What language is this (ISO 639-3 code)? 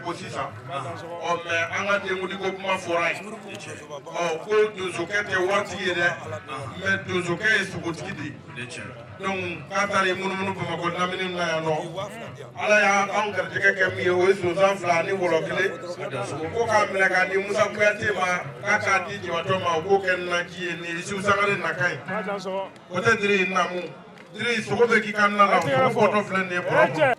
bam